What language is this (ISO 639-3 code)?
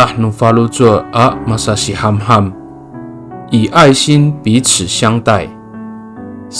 ami